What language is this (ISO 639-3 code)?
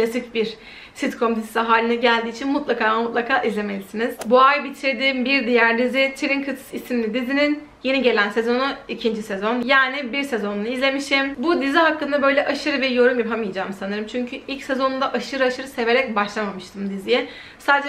tur